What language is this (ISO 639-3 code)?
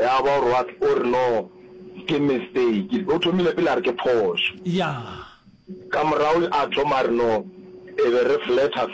nso